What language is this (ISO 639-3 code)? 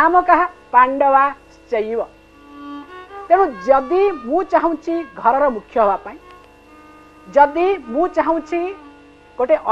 ori